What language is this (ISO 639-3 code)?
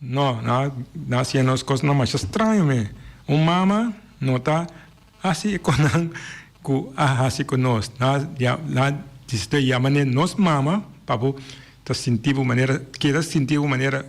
pap